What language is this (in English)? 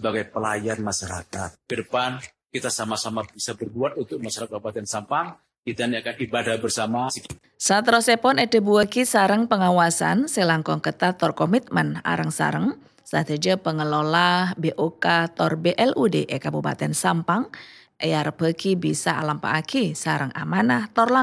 Madurese